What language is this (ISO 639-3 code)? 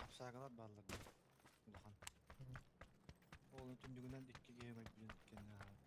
sah